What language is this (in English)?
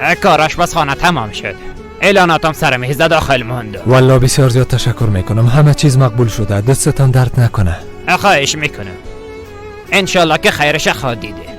Persian